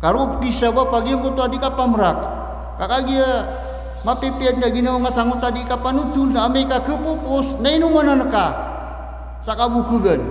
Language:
Maranao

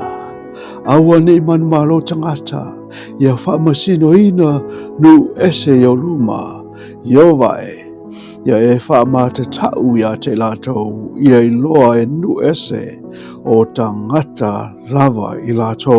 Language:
Samoan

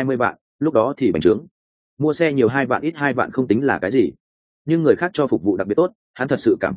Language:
Vietnamese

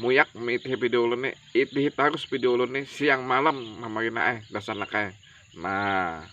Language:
Banjar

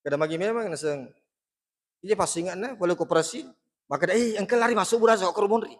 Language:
Buginese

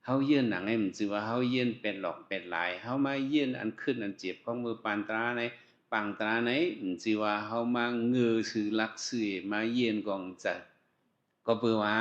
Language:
Shan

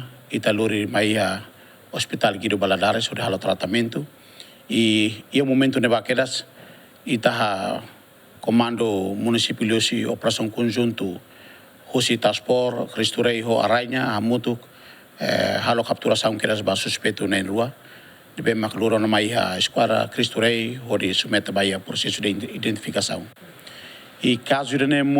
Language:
Tetum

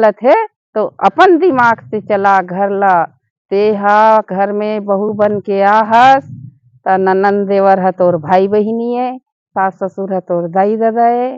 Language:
Chhattisgarhi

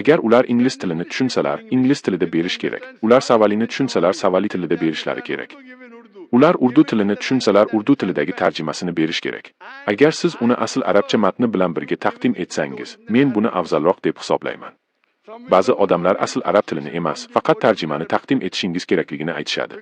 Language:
Uzbek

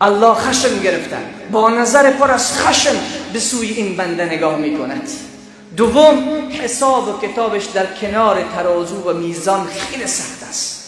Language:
Tajik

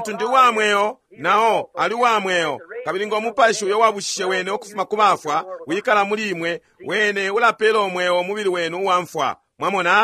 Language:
Bemba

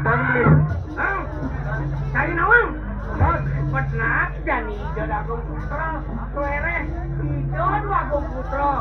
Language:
Balinese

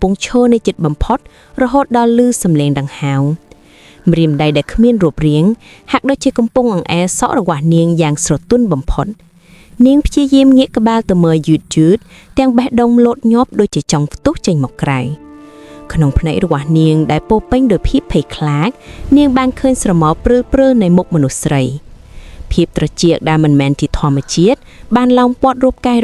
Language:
Khmer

